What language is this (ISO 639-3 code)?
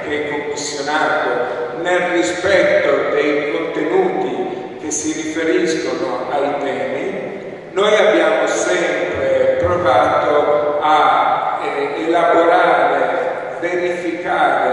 ita